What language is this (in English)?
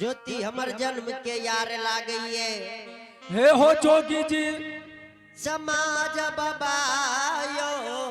Angika